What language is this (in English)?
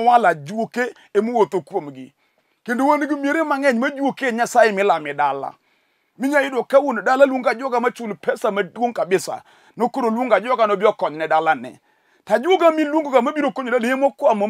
Luo (Kenya and Tanzania)